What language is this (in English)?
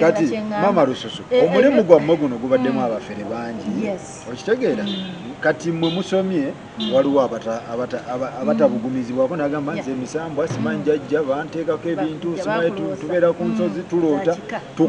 Ganda